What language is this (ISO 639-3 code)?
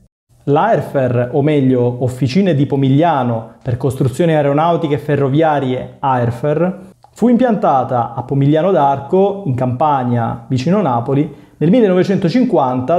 ita